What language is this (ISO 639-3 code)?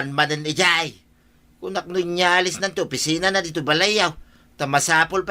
ilo